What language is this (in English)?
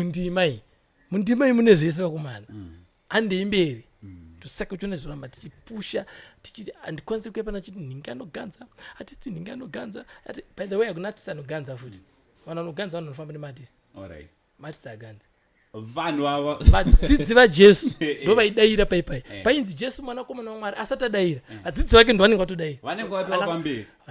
Shona